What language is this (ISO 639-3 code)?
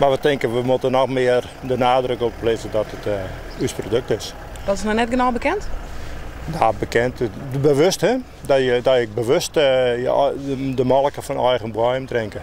fry